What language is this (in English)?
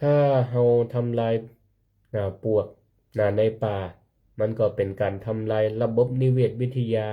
Northern Thai